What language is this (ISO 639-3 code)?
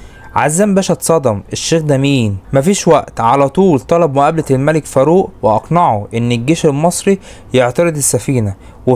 arz